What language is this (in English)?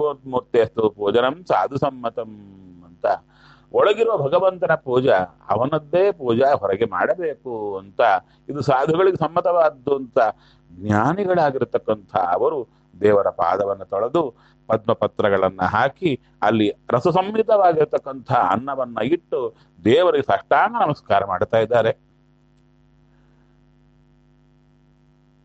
Kannada